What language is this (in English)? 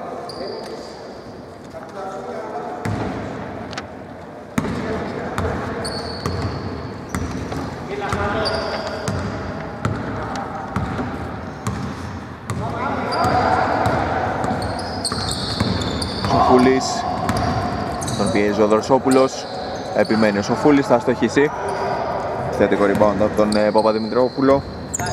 Greek